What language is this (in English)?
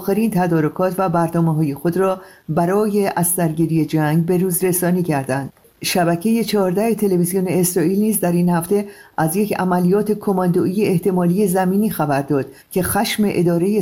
Persian